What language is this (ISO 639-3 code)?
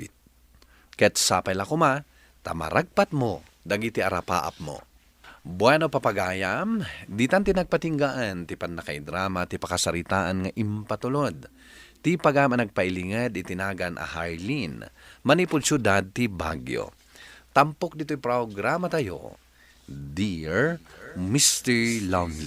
ilo